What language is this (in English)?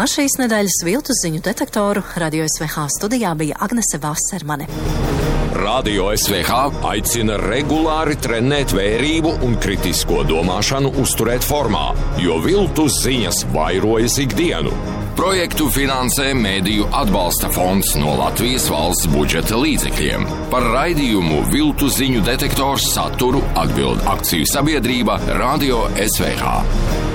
Latvian